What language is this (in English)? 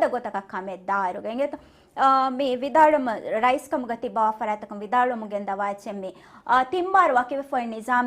Divehi